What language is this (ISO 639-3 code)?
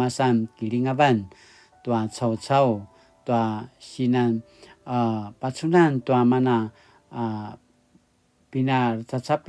pwn